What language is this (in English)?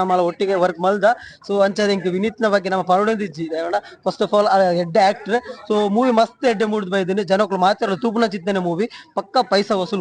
Tulu